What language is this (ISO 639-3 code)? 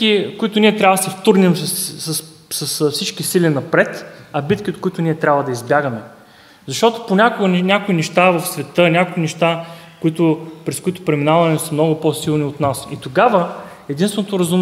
bul